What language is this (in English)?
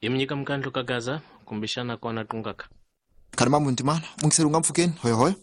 Tsonga